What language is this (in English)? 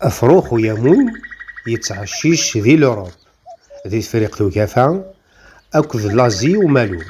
Kabyle